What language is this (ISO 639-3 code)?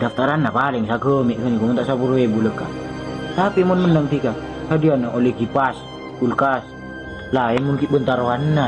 mad